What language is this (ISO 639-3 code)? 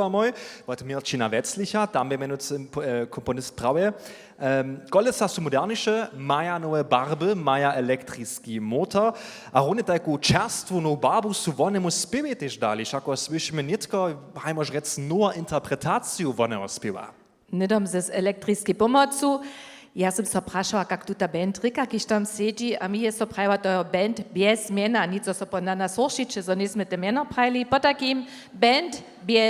hsb